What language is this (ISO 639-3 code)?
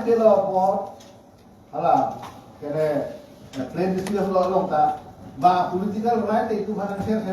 mjw